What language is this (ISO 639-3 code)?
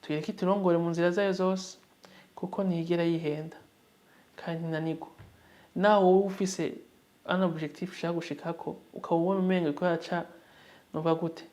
run